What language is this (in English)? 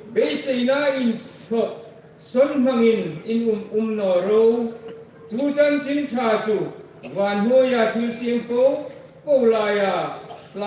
Hmar